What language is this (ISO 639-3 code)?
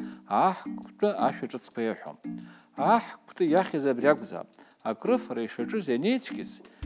abk